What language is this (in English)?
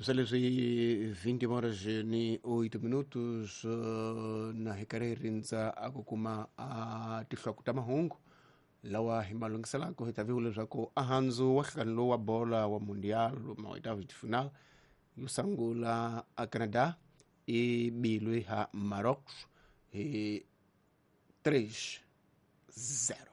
Tsonga